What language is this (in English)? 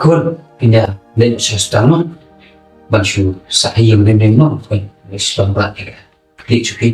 Khasi